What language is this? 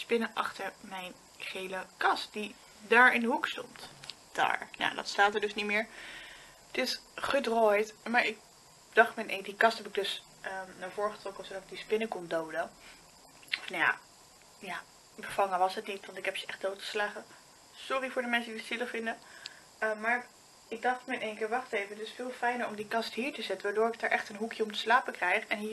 Dutch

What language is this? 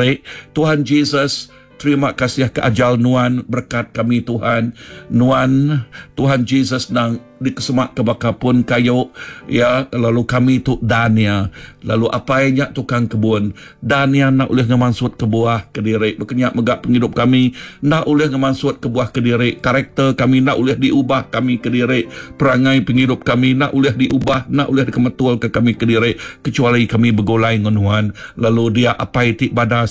Iban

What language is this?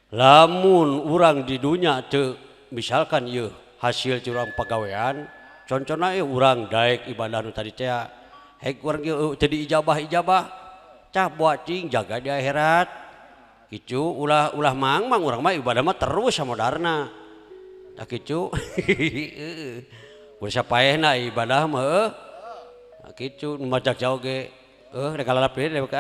Sundanese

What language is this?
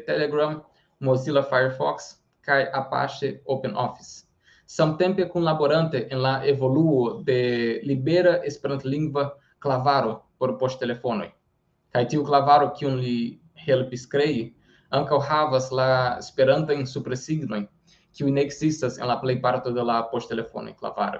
Esperanto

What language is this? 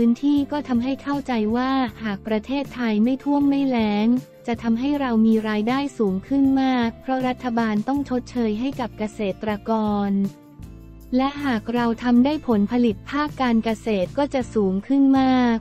Thai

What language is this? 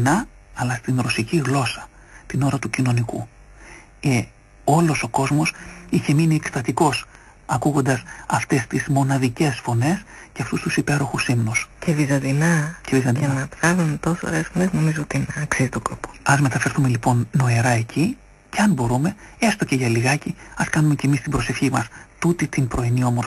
Greek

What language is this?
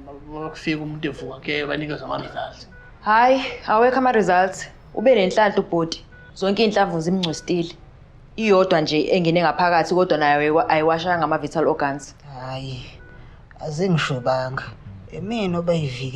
Zulu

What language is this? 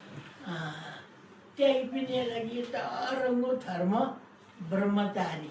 Newari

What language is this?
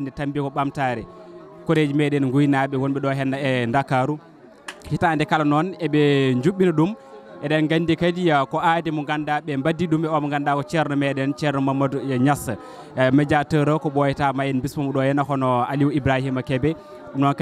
Fula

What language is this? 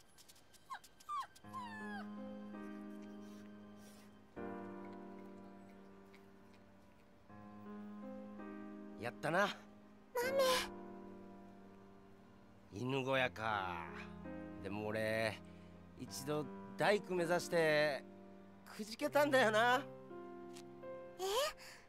Japanese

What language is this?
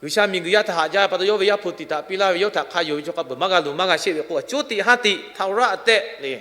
Lahu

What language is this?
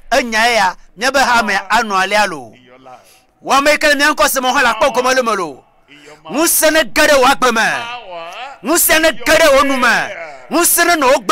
Ewe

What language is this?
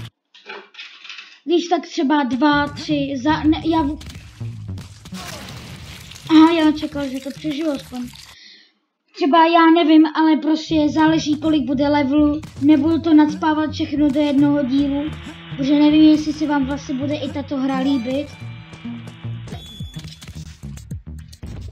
Czech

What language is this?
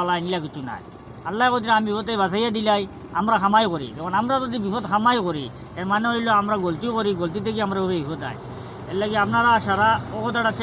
Sylheti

